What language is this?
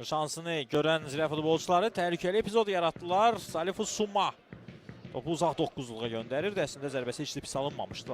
Azerbaijani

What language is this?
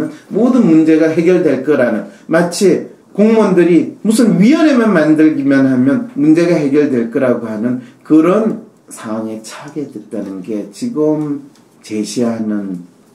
Korean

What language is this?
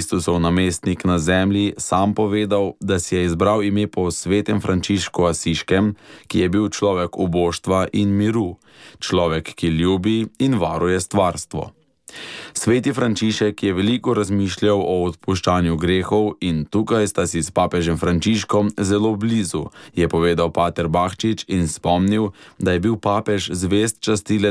Slovenian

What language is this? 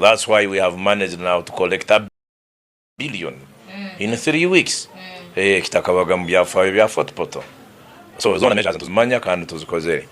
Nyankole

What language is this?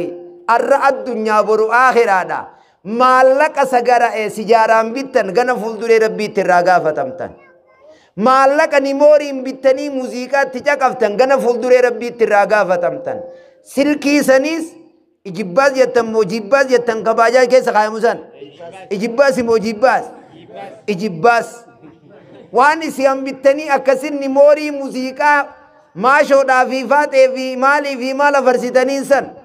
Oromo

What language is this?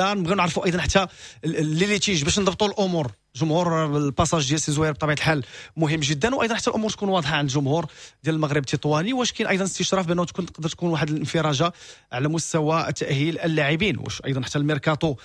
Moroccan Arabic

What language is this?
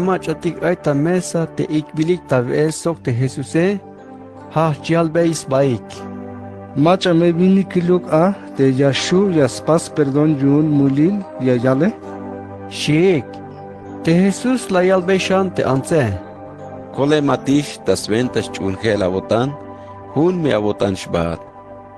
Tzeltal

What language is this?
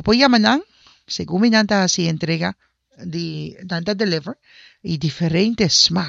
Papiamento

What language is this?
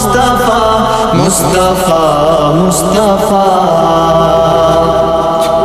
Urdu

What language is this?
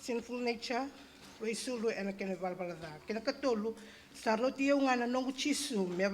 Fijian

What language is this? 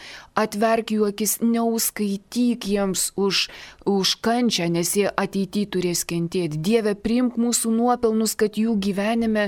Lithuanian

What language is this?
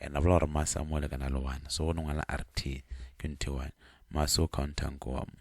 Northern Sotho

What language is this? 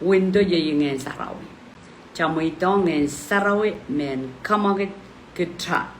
Pohnpeian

